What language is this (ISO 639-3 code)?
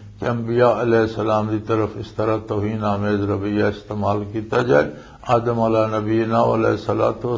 lah